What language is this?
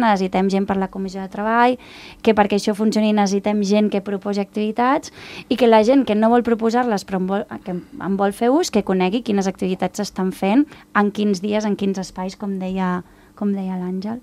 Catalan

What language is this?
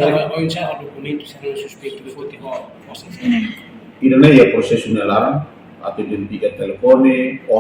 Tetum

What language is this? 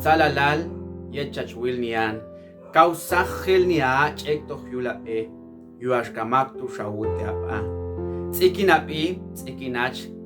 Popti'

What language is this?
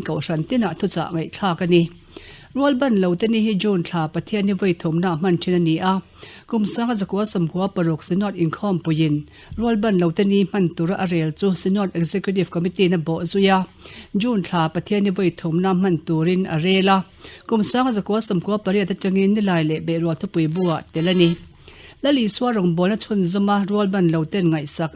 Mizo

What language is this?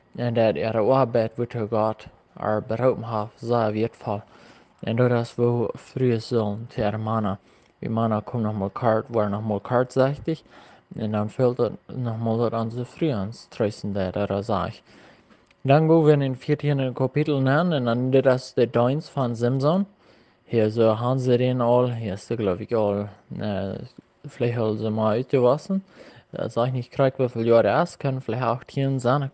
Plautdietsch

